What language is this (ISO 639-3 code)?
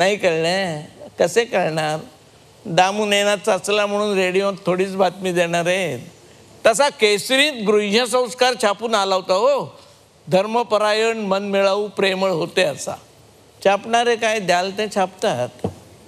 mar